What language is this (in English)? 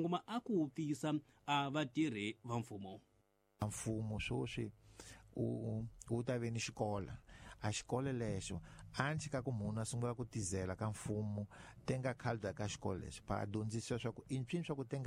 Tsonga